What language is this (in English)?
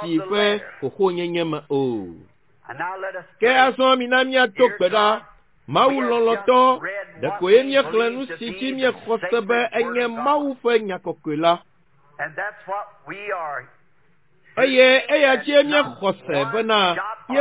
Ewe